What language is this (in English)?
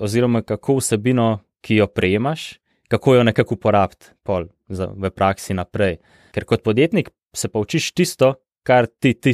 Slovenian